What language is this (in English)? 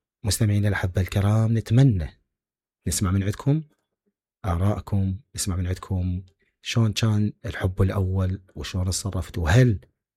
Mesopotamian Arabic